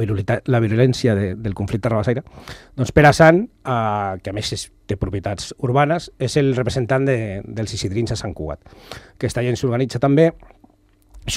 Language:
Catalan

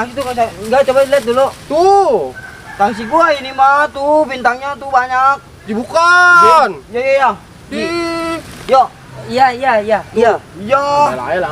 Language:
Betawi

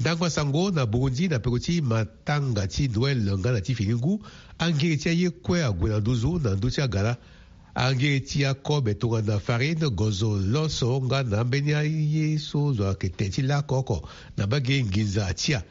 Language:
Sango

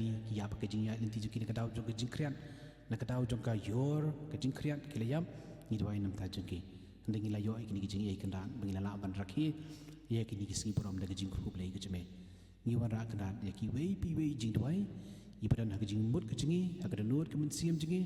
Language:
Khasi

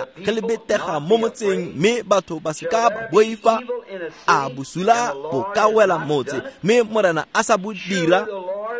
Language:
Tswana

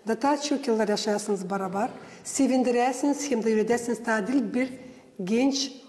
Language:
Gagauz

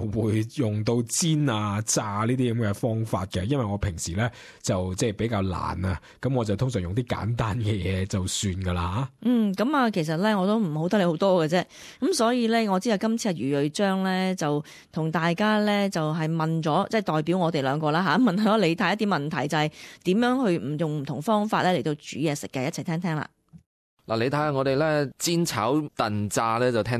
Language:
Cantonese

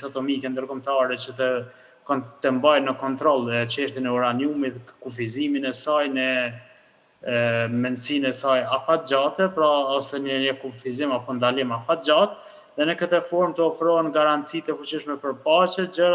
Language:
Albanian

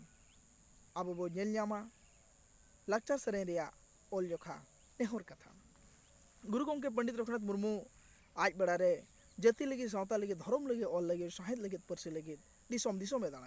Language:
Santali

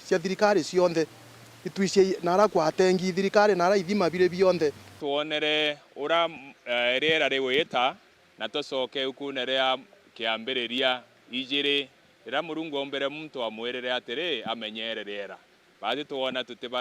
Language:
Meru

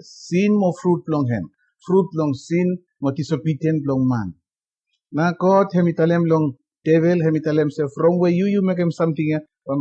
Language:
Bislama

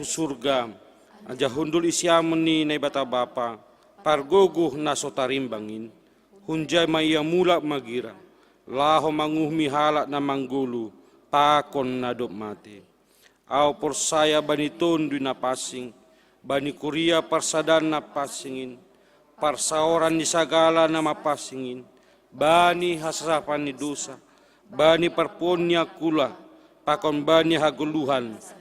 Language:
Batak Simalungun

